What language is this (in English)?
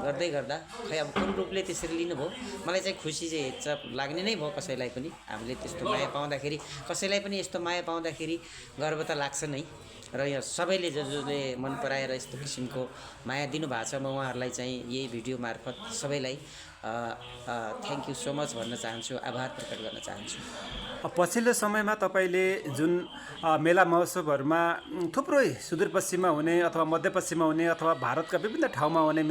Nepali